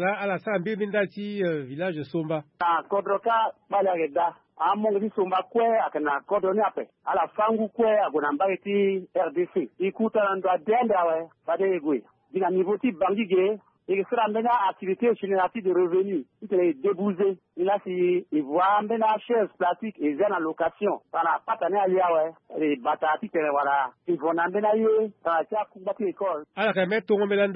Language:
Sango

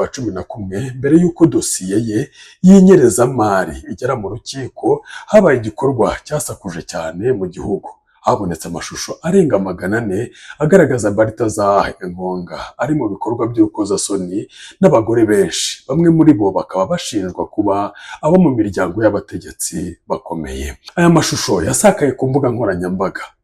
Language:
Kinyarwanda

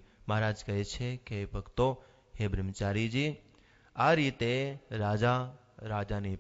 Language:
Gujarati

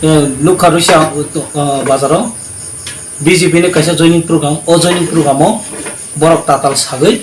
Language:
Kok Borok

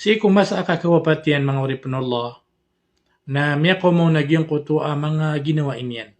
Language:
Maranao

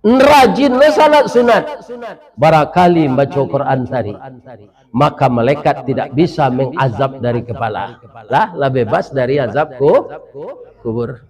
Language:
Minangkabau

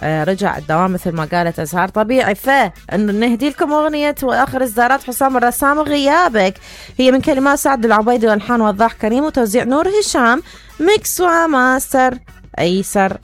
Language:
Mesopotamian Arabic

